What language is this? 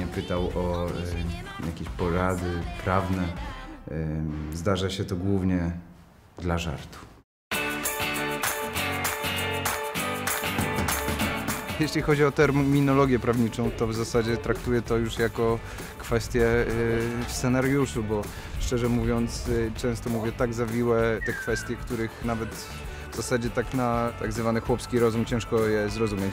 Polish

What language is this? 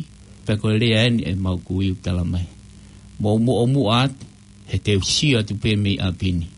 Tongan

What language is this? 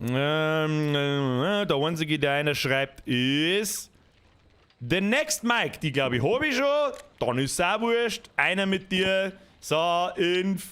Bavarian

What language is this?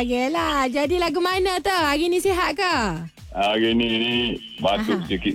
Malay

